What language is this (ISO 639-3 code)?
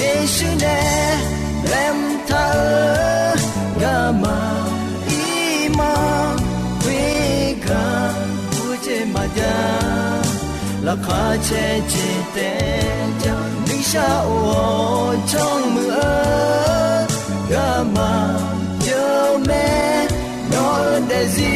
ahk